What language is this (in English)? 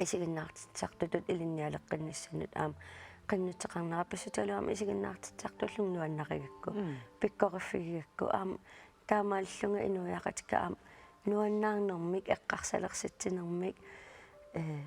Kalaallisut